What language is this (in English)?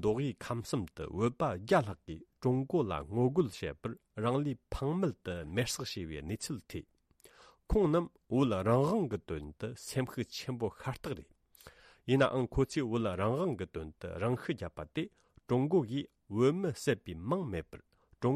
Tibetan